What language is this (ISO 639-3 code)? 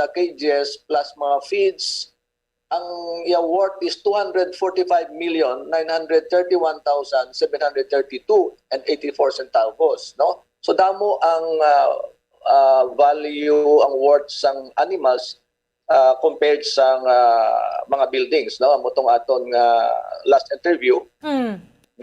hil